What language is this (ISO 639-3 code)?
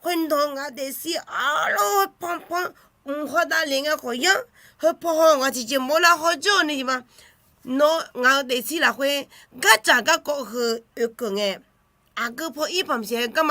ahk